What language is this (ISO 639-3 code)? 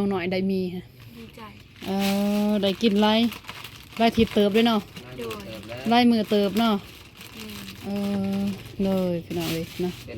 lao